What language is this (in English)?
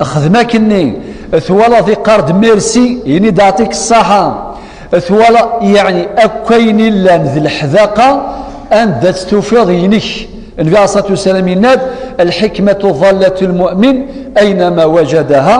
Kabyle